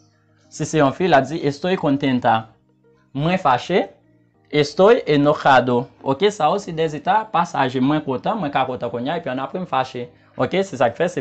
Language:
Haitian Creole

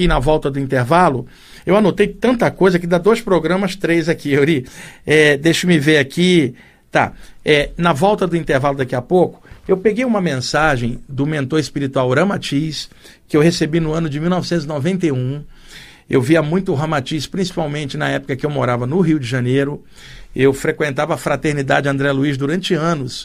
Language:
Portuguese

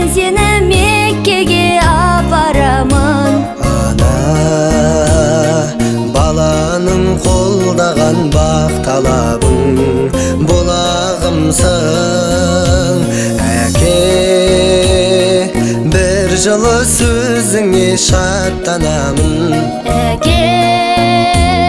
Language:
Kazakh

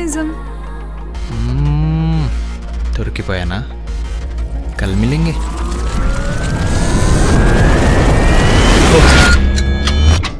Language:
Telugu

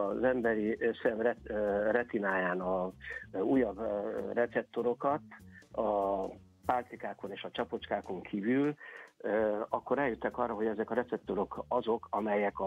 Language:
Hungarian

